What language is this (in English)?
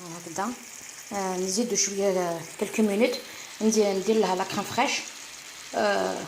Algerian Arabic